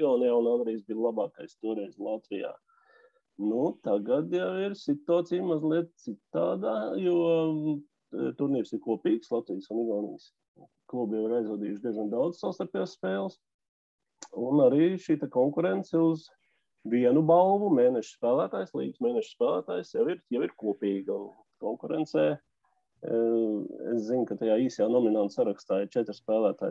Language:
Latvian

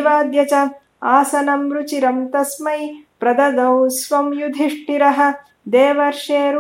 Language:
Sanskrit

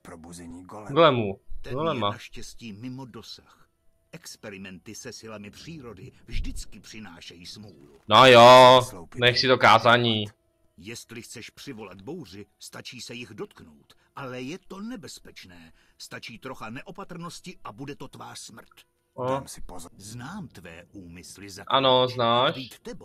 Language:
Czech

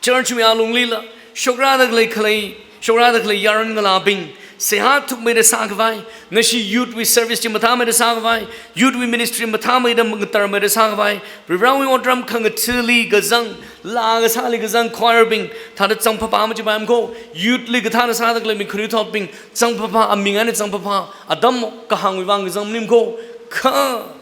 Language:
Tangkhul Naga (India)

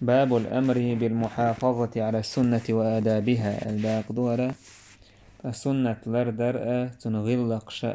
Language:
Chechen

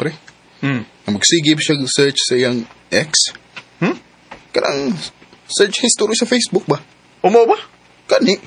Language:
Cebuano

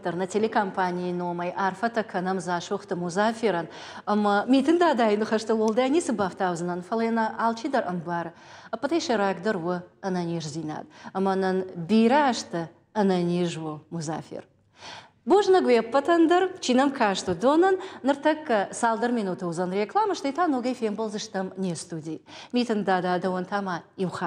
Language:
Ossetic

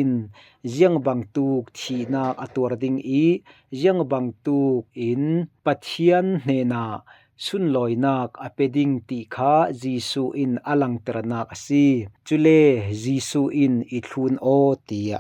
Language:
Falam Chin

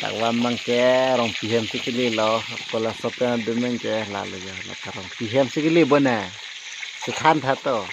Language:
Karbi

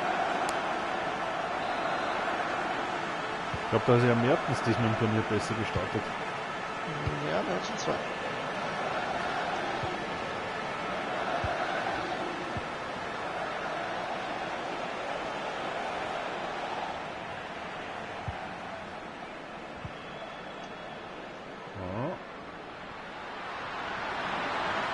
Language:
German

